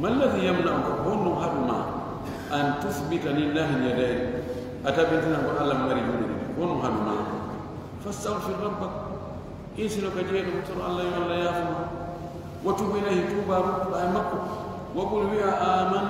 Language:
Fula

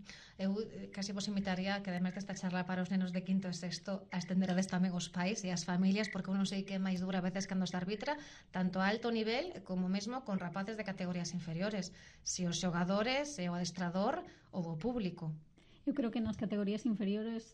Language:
Galician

